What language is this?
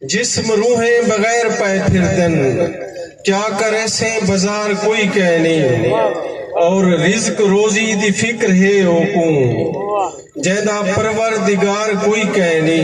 Saraiki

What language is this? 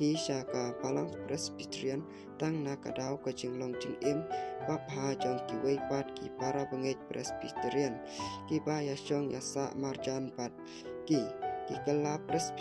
Khasi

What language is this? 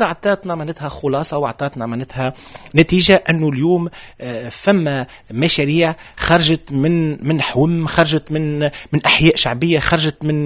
Tunisian Arabic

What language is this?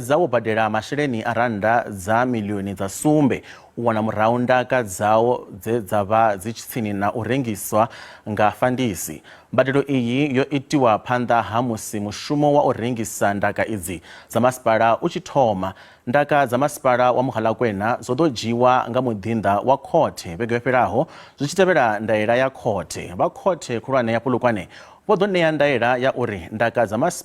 Venda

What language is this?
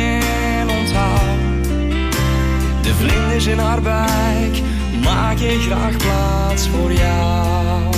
Dutch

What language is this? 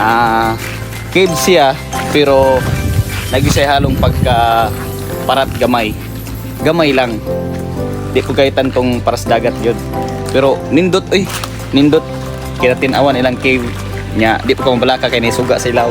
Cebuano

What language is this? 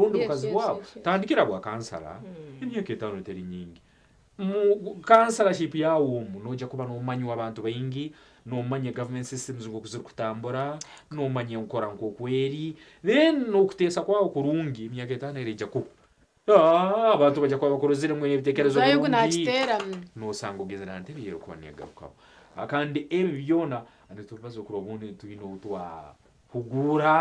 Nyankole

